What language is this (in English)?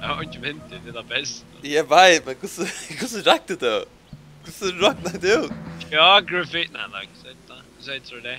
Faroese